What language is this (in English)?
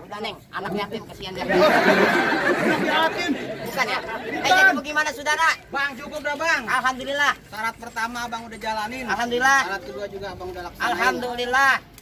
Betawi